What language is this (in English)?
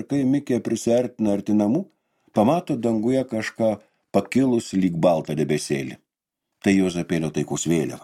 Lithuanian